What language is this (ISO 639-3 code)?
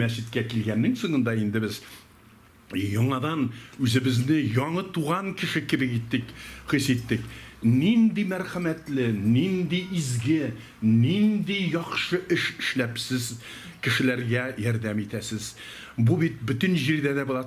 tat